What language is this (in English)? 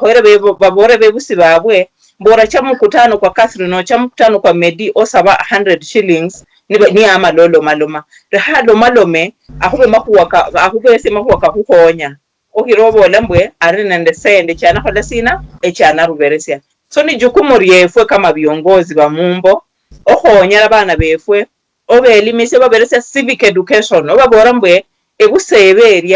Luyia